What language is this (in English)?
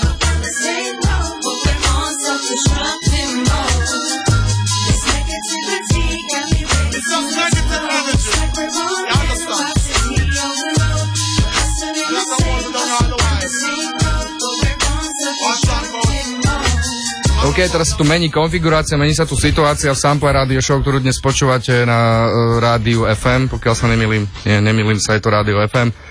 Slovak